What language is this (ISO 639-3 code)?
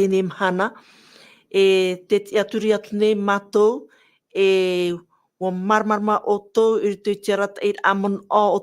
tah